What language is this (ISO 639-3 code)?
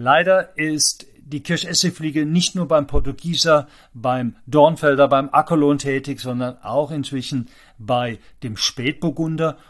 deu